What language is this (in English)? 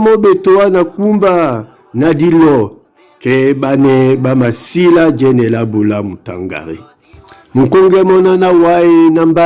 Duala